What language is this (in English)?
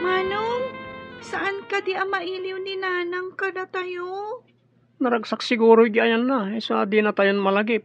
Iloko